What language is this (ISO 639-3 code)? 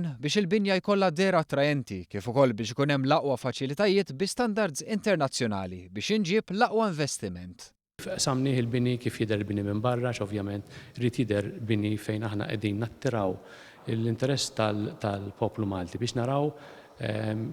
mlt